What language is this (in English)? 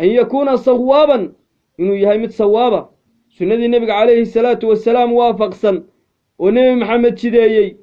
Somali